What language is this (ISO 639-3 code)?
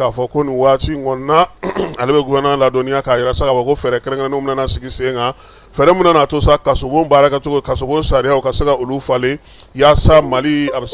bam